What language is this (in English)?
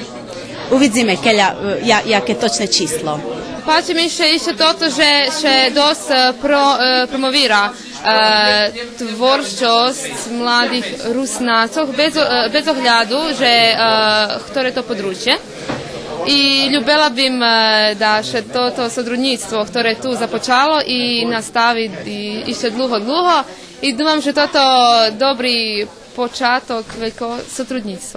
Rusyn